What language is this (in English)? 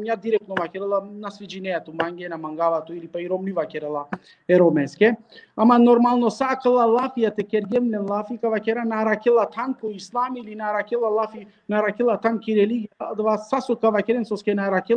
Balkan Romani